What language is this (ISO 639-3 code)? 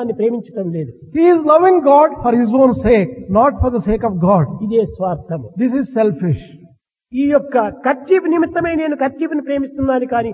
tel